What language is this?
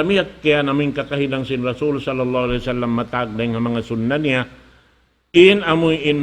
Tausug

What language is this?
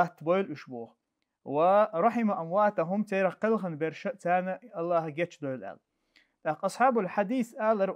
Chechen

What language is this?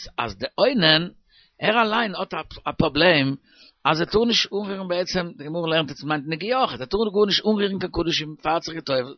Yiddish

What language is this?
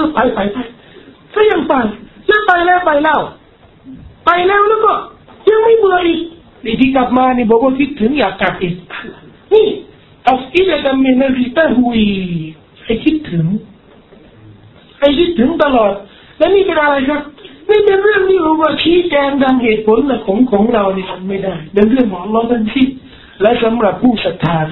Thai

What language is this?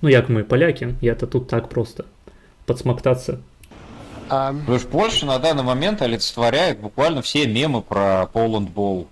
Belarusian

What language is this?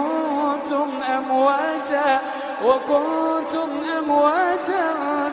Iranun (Philippines)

